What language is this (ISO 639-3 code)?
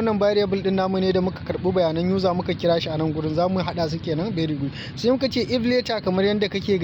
hau